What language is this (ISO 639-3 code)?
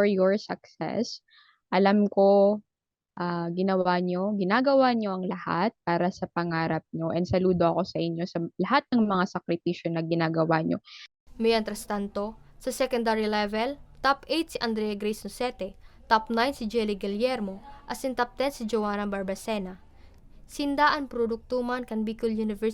bik